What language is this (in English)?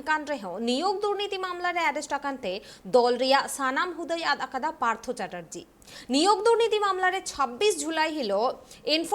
Santali